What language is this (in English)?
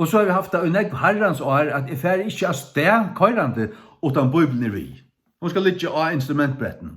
Faroese